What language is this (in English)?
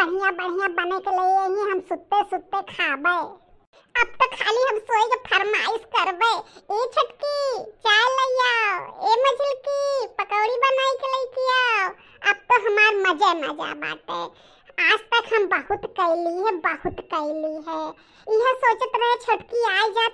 Bhojpuri